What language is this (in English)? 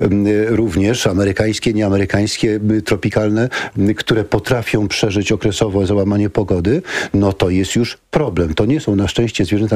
Polish